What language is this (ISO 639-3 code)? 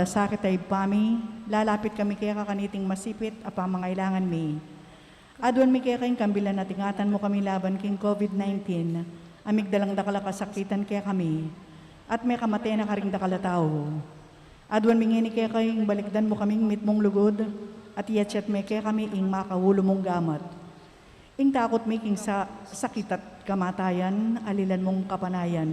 pam